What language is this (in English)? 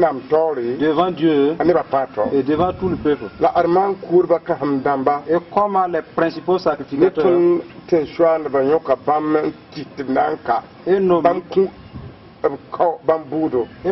Mossi